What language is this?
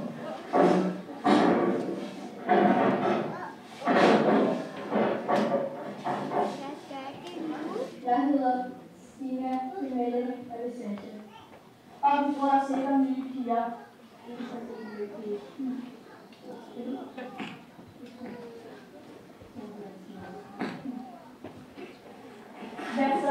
Danish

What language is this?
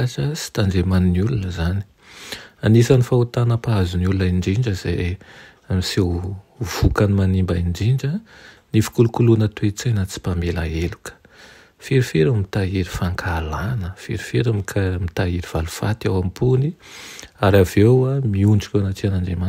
Malagasy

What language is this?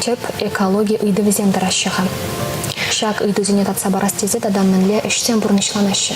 Chuvash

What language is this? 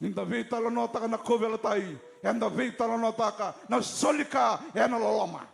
Fijian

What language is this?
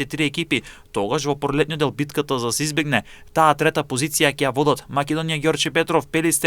Macedonian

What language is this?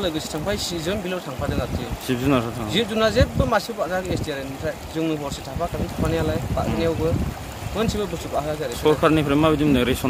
Bodo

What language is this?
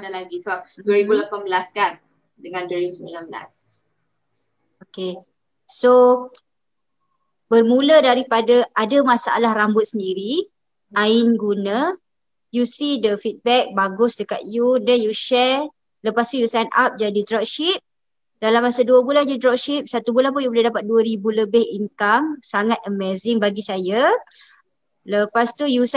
Malay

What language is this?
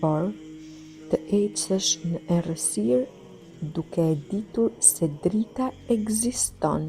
Albanian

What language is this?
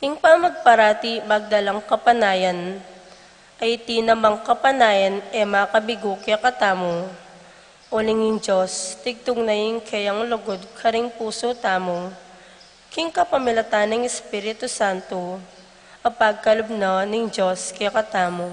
Pampanga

